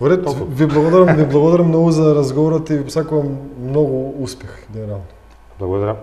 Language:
Macedonian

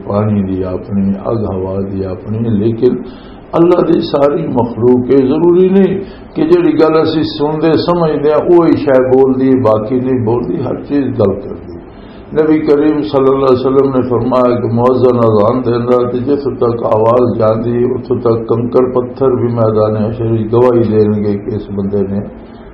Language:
Western Panjabi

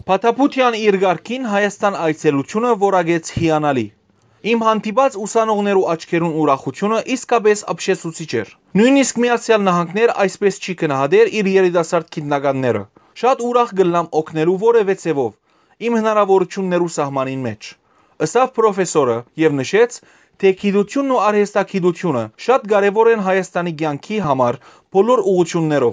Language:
Western Armenian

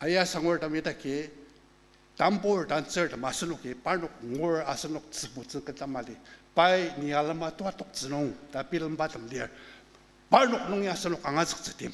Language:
Ao Naga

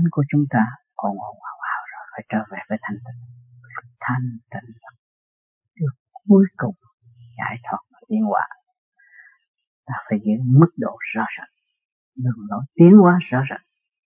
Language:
Vietnamese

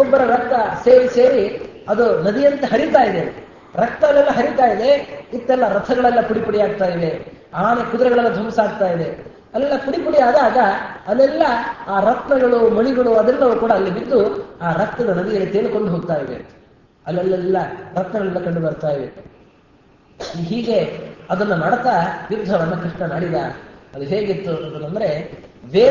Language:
Kannada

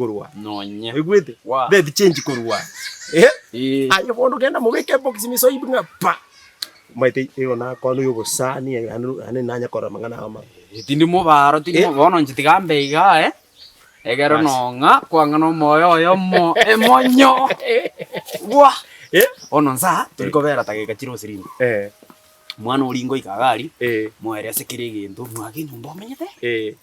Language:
Gusii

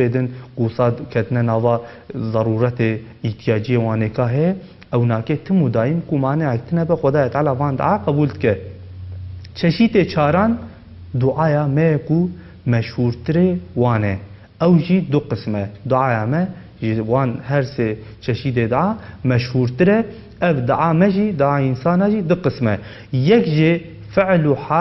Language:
Kurdish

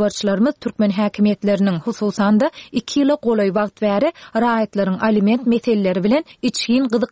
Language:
Turkmen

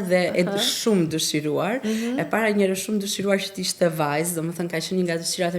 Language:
Albanian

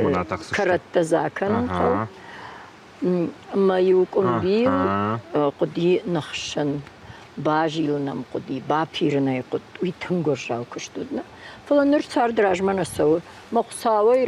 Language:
Ossetic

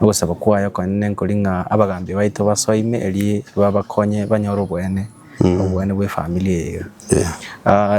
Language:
Gusii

